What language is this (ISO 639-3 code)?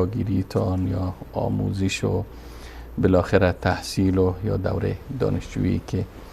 fas